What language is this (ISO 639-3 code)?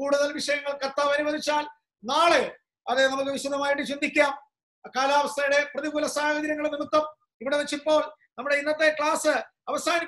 mal